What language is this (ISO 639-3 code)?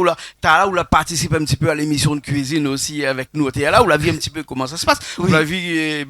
rcf